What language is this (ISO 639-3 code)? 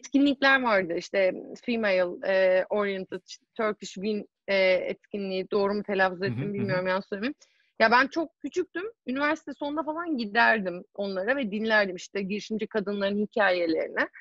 tur